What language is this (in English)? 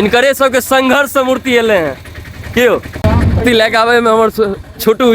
Maithili